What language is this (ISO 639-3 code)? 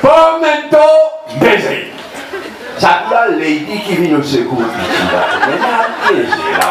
mfe